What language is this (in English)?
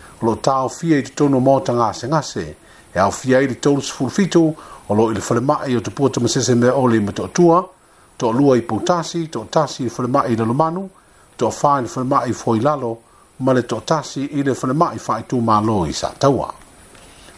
Samoan